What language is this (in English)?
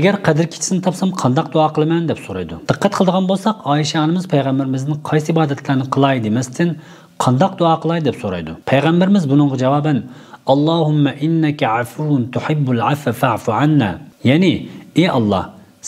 Uyghur